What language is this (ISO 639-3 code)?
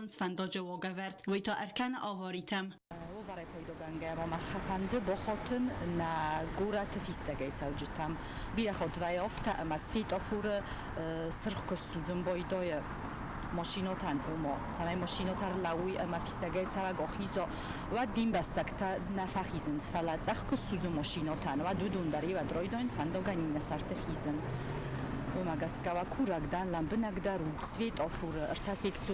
oss